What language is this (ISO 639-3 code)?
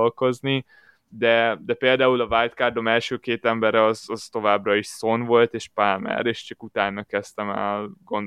hun